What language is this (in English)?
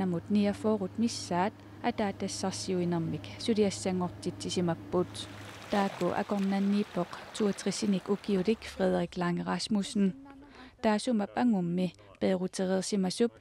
Kalaallisut